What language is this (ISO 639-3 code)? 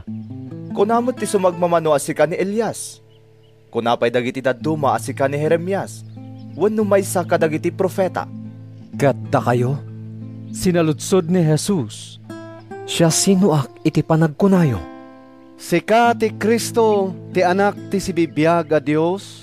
ilo